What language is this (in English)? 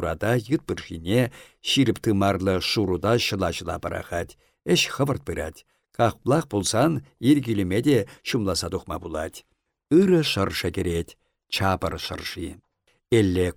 Chuvash